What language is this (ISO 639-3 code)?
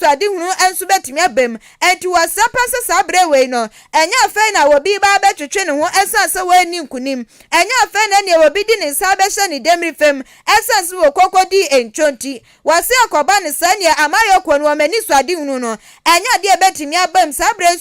aka